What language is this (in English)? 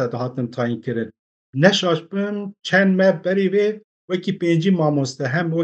Kurdish